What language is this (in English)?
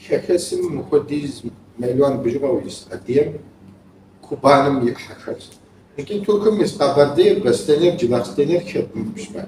Kabardian